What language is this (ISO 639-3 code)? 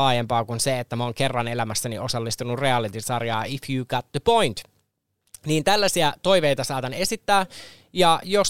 fin